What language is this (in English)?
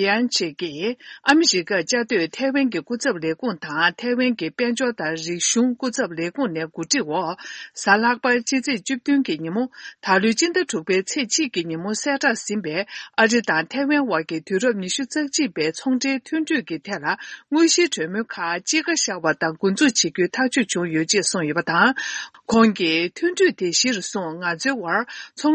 Tibetan